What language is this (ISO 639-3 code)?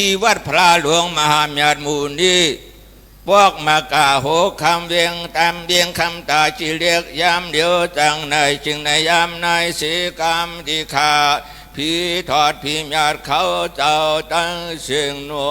shn